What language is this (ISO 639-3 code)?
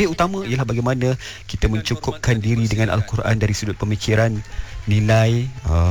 msa